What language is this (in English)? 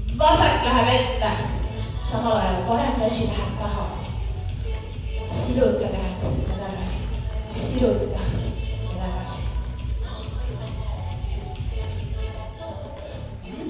Estonian